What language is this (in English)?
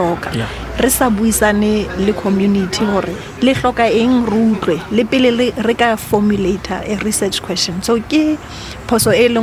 Northern Sotho